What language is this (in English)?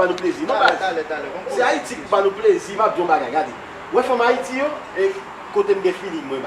Haitian Creole